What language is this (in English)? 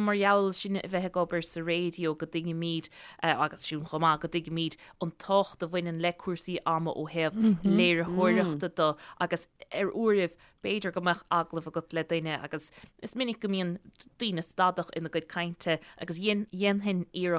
Irish